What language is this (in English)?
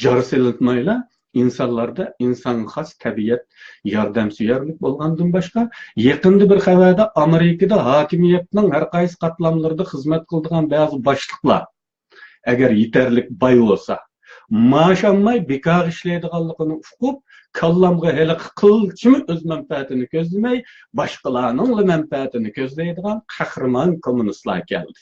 Uyghur